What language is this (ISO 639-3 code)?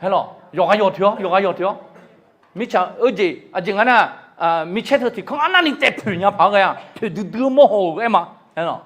ahk